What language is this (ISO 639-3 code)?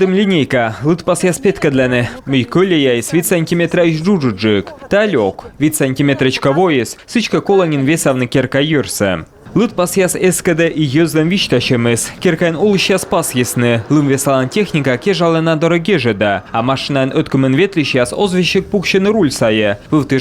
kom